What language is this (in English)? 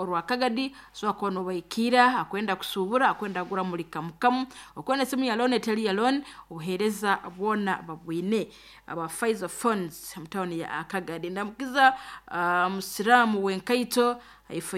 Nyoro